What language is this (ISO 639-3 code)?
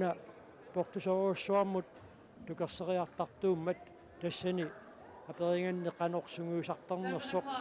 kal